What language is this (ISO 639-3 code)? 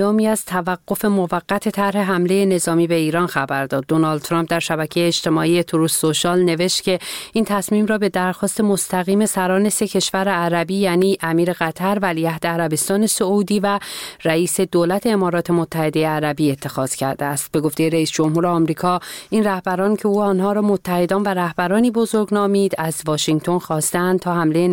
fas